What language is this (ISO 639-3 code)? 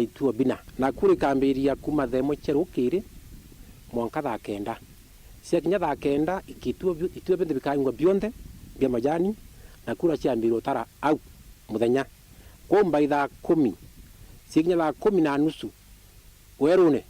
mer